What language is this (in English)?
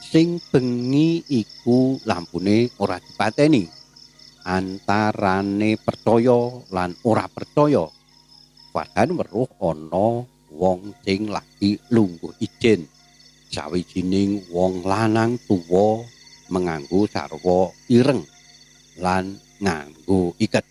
Javanese